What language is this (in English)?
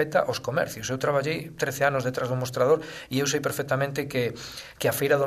Galician